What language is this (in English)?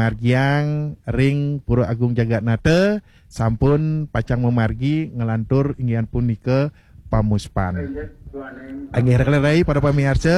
Balinese